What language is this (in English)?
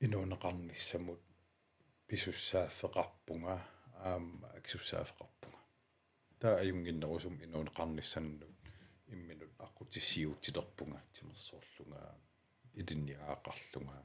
Kalaallisut